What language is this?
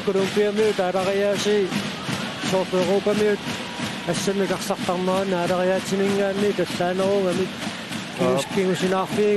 Kalaallisut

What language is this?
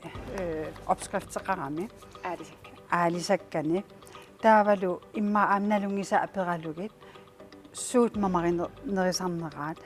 Kalaallisut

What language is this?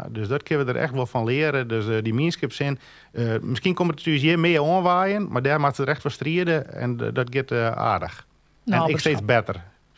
Western Frisian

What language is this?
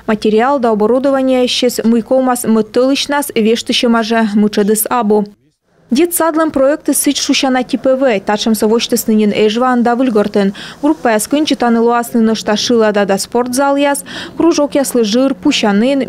Komi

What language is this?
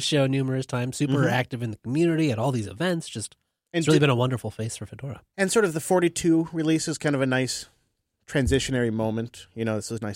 English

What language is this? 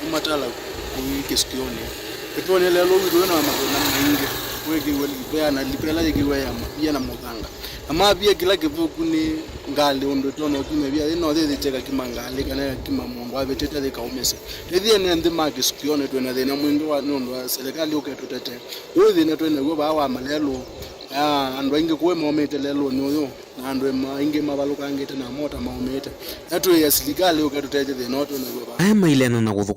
Kamba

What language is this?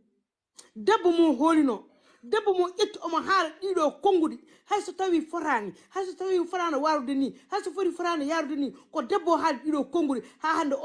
Fula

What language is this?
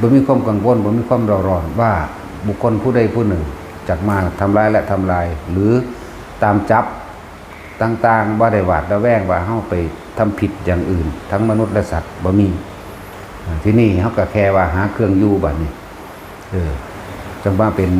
Northeastern Thai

